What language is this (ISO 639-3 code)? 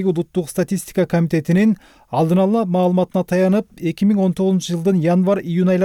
kir